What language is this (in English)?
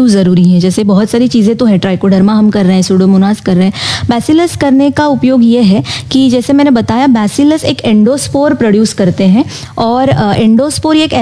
Hindi